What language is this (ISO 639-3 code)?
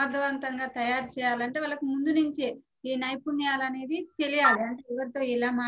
tel